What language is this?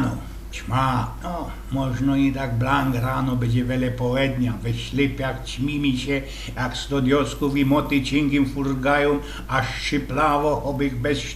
Silesian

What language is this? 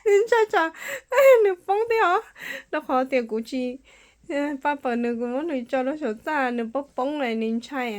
Hmong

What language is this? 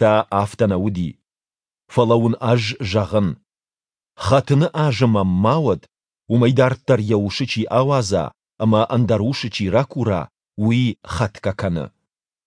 Ossetic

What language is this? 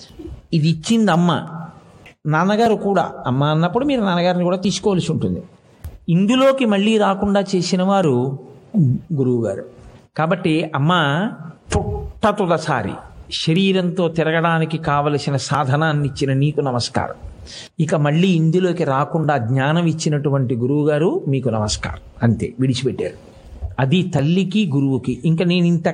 Telugu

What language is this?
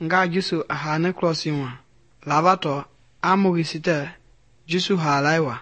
Mende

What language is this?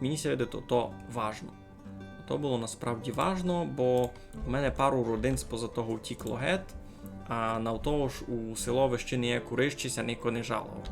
Rusyn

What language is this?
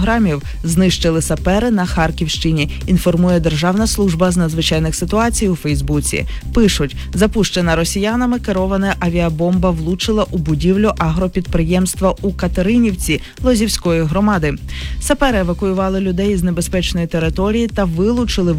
Ukrainian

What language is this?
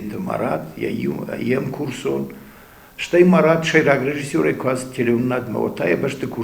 Ossetic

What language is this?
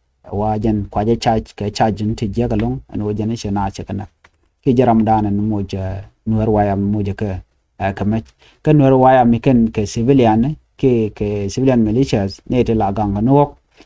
Nuer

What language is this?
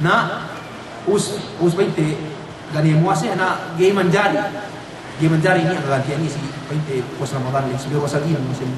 Yakan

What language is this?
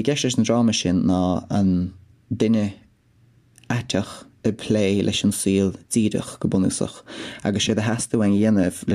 Irish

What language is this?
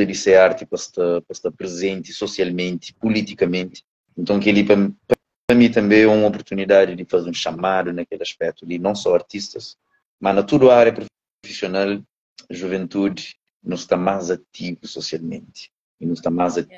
Kabuverdianu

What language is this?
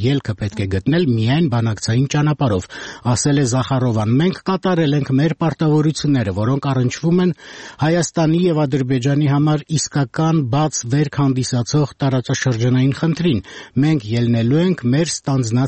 Armenian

